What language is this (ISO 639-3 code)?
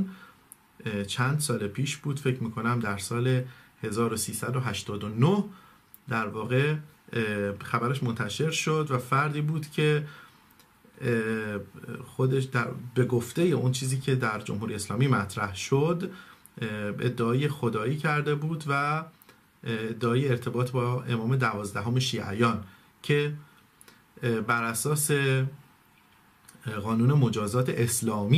fas